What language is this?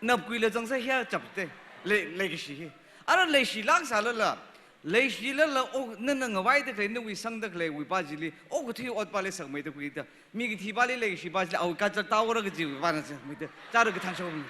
Tangkhul Naga (India)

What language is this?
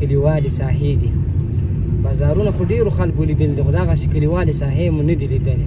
Pashto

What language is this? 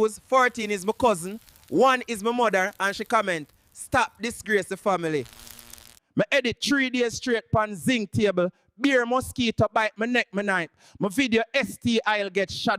Jamaican Creole English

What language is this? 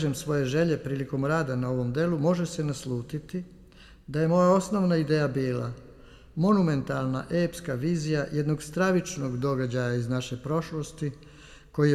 Serbian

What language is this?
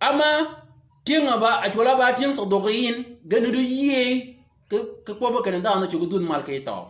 Shilluk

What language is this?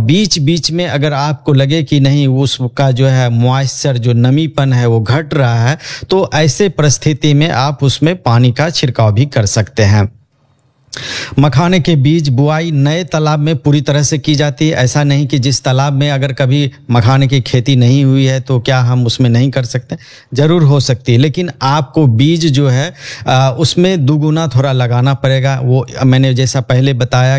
Hindi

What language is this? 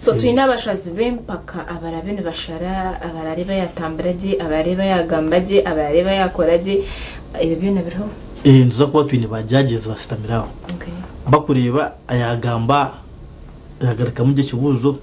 Nyankole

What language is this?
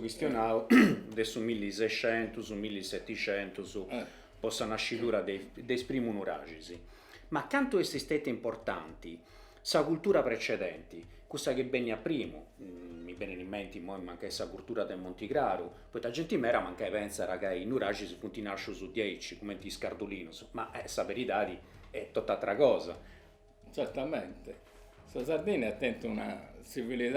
Sardinian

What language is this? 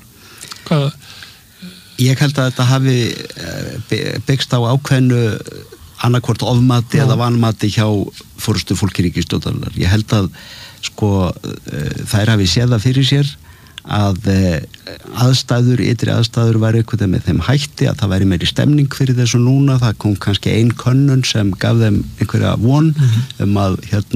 Icelandic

